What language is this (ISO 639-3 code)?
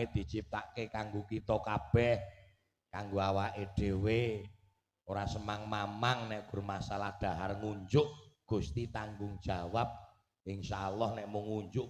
jav